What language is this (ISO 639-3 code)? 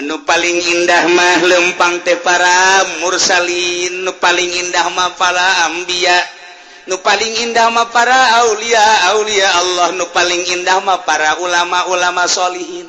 sun